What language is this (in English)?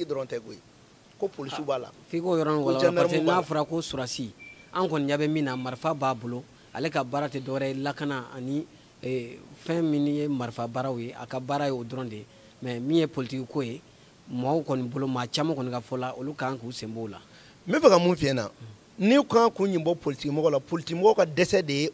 Bambara